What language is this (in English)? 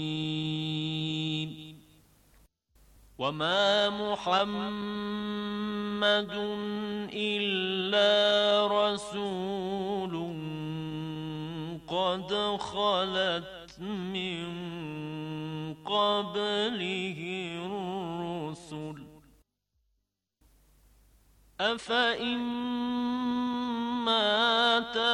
Bangla